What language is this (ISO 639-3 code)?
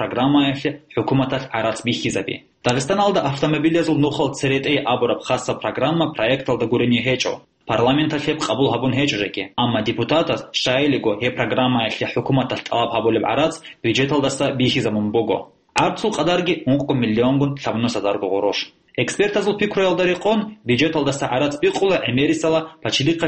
ava